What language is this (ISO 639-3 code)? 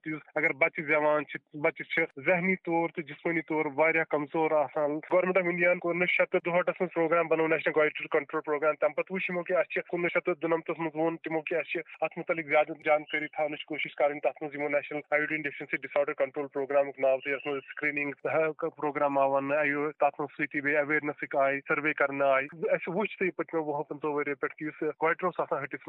kas